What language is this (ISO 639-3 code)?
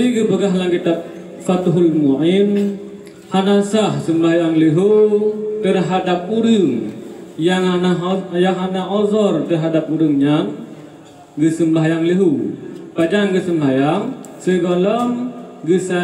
ace